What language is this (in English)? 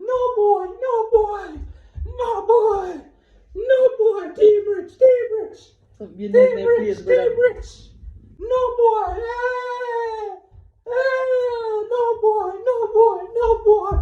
Jamaican Creole English